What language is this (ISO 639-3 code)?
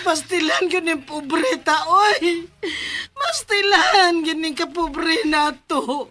ceb